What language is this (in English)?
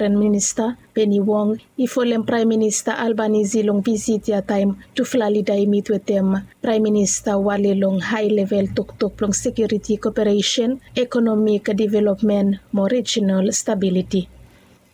Bislama